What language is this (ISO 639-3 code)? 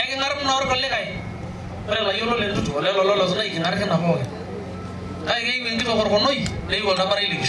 mas